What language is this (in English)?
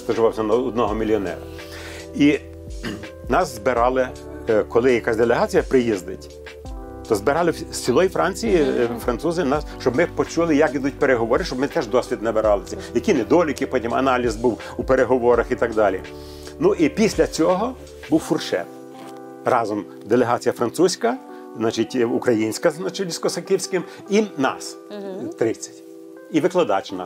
Ukrainian